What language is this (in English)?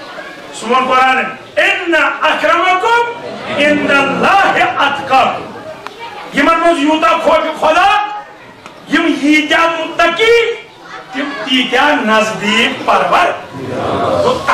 Kashmiri